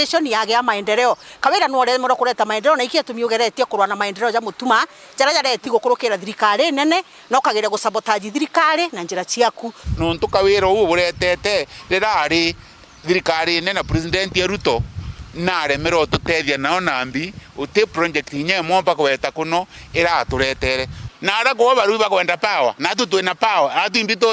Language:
Meru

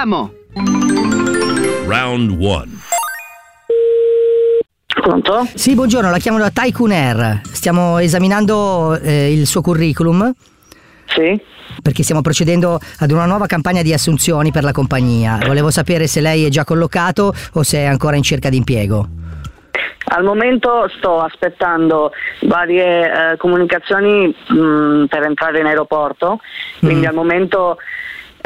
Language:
Italian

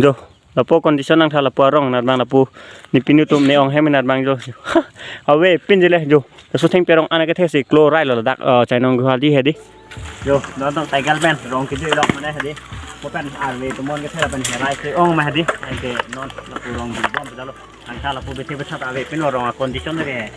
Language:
Karbi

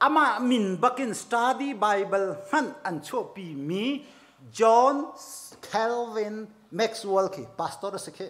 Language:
Hakha Chin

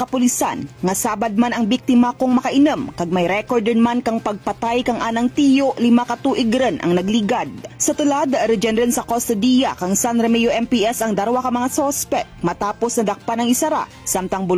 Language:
Hiligaynon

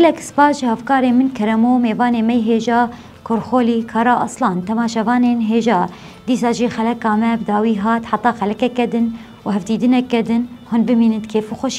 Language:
Kurdish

